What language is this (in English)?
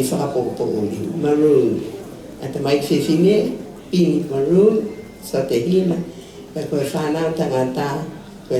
Tongan